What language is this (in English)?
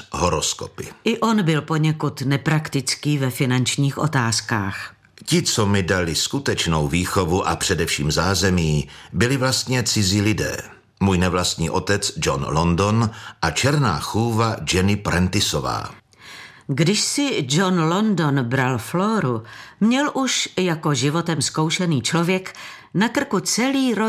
Czech